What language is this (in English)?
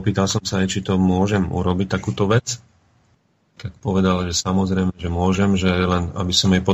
Slovak